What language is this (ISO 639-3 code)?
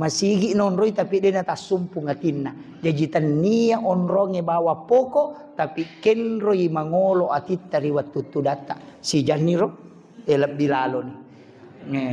bug